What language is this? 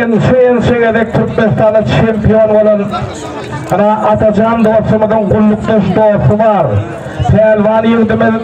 Turkmen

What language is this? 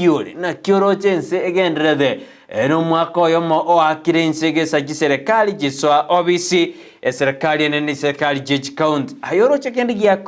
Gusii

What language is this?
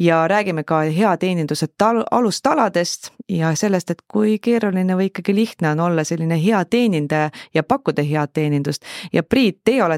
Estonian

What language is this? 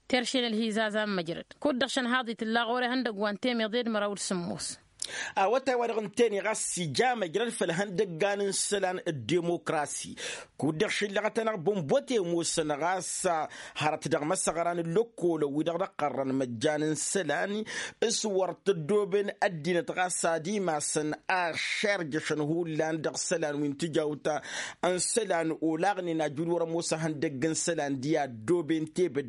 Tamasheq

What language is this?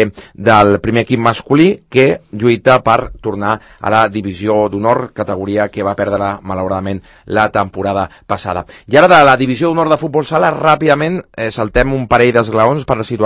Catalan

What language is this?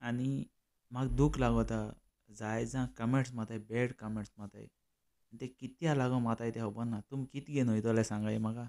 Konkani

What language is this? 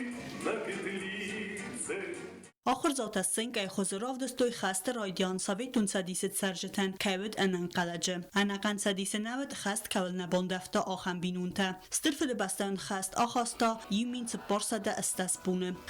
Ossetic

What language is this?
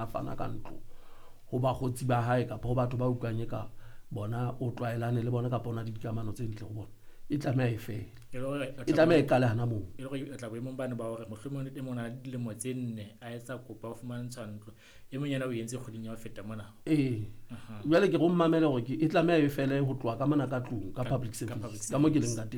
Southern Sotho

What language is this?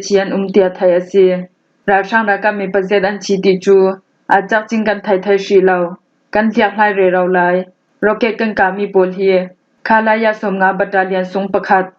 Falam Chin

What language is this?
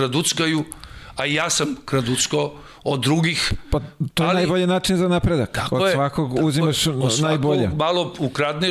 Serbian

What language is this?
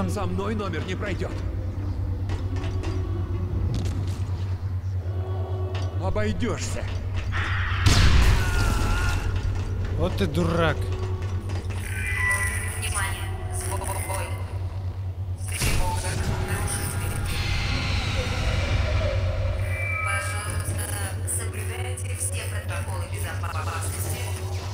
Russian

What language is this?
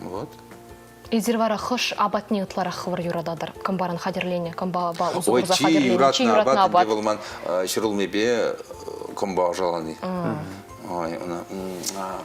Chuvash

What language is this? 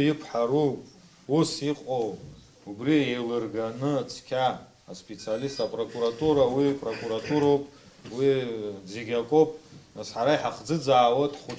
Abkhazian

